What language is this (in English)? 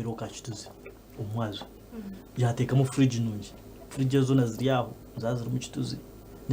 Nyankole